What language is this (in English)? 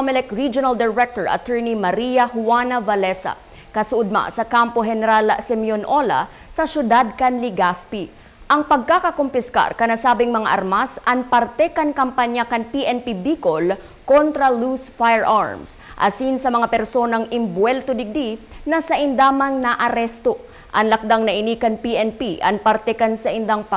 Bikol